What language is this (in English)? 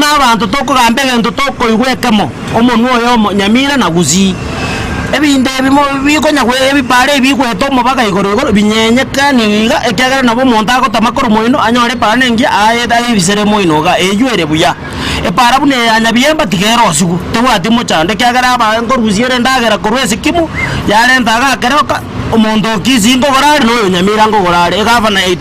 Gusii